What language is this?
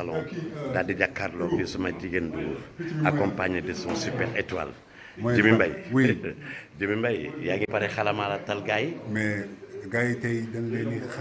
Wolof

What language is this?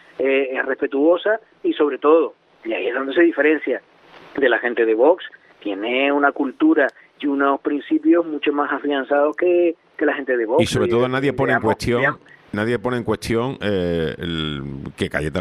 Spanish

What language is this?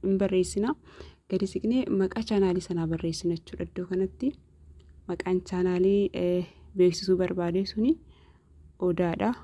Oromo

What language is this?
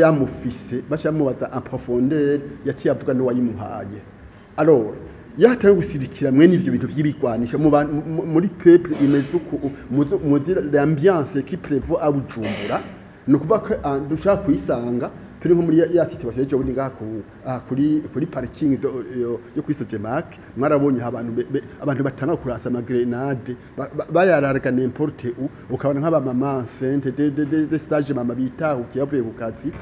Rundi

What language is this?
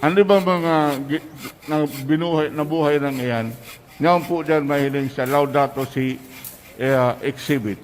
Bikol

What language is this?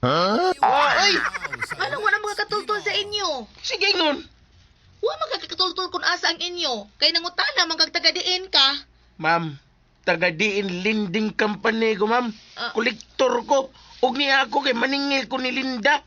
Cebuano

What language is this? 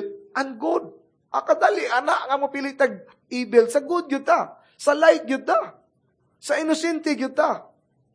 Cebuano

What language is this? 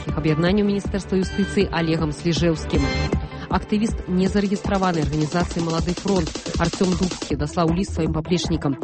Belarusian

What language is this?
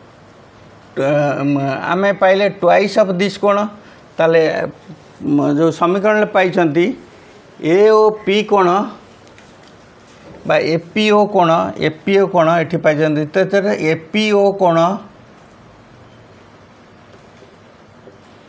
Odia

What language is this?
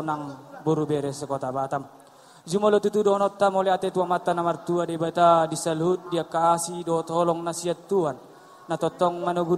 Batak Toba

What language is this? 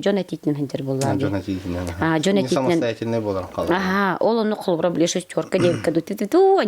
Yakut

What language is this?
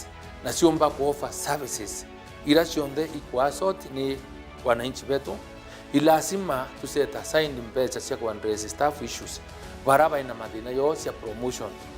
Meru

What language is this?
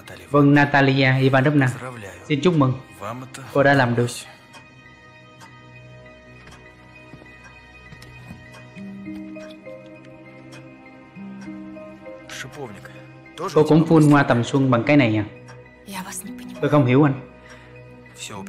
Vietnamese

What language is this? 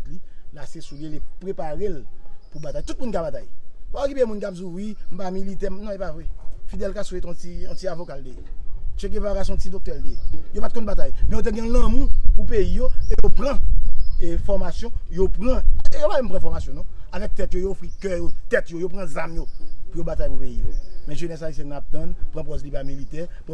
Haitian Creole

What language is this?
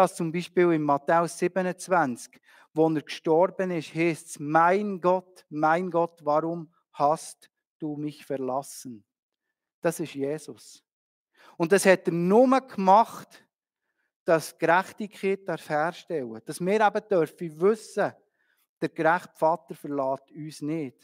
Swiss German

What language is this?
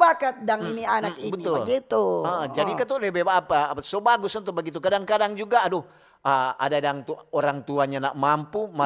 Manado Malay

